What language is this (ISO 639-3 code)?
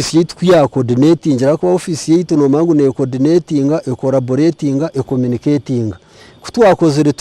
nyn